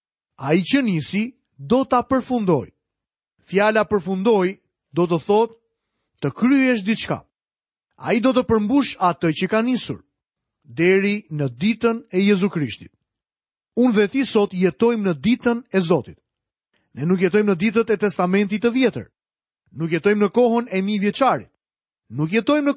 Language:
Albanian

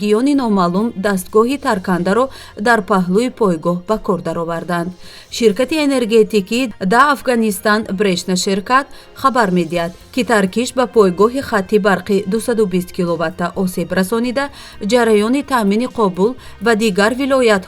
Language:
Tajik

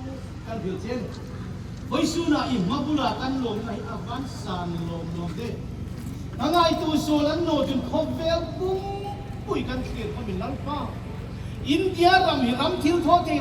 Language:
Hmar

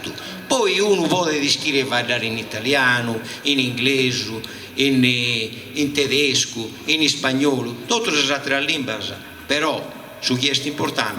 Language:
Sardinian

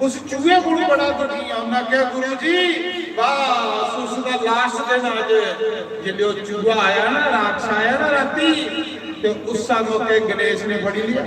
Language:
Dogri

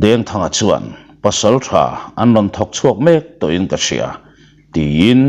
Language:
Mizo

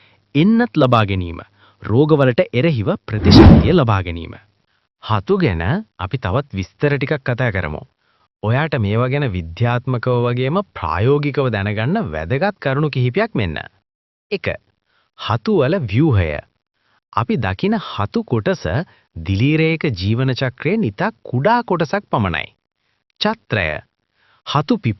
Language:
Sinhala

